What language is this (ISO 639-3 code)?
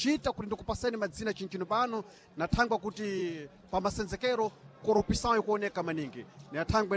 seh